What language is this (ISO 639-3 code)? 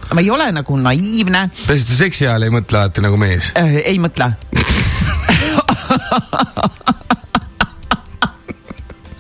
est